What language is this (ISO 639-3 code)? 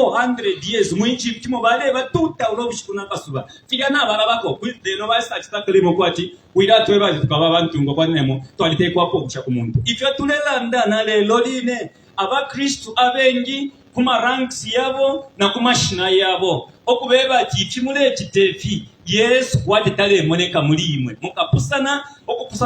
bem